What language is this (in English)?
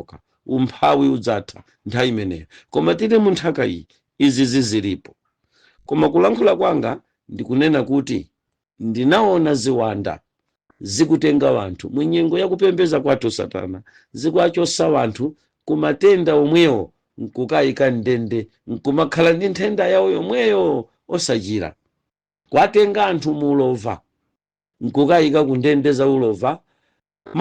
Nyanja